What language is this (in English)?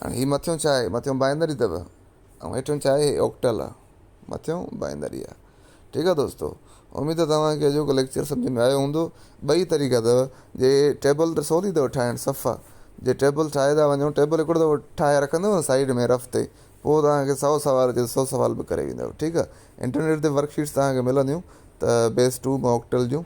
Sindhi